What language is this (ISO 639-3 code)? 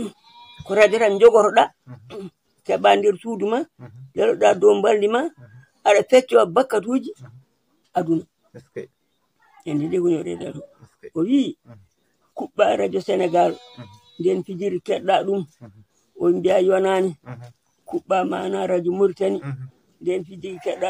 ful